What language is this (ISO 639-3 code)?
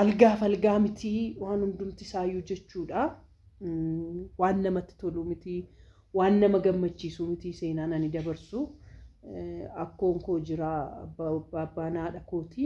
orm